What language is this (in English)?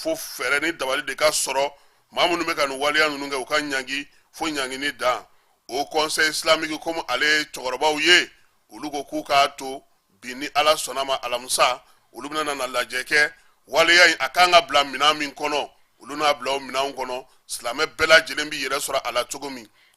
Bambara